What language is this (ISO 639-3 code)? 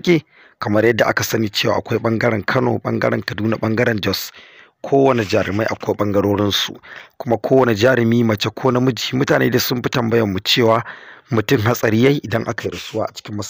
hau